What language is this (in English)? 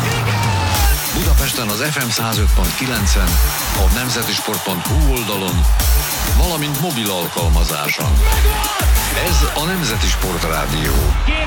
Hungarian